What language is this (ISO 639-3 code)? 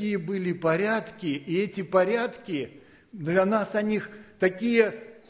rus